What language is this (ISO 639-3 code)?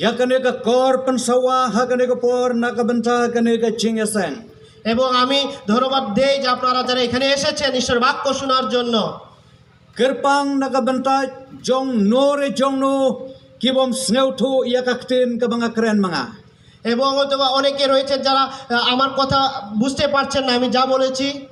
kha